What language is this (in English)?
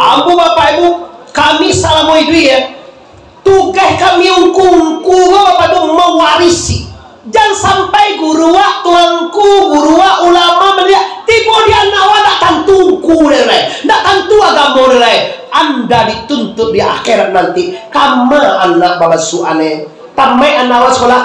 Minangkabau